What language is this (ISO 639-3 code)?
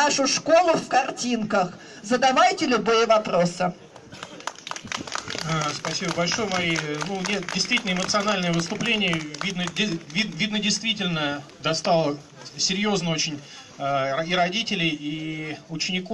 rus